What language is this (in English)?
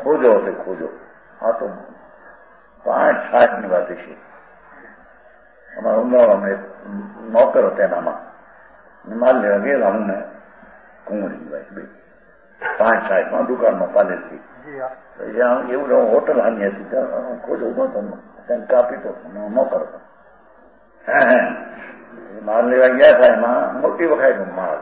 Gujarati